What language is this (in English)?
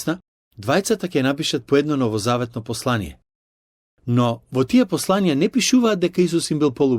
Macedonian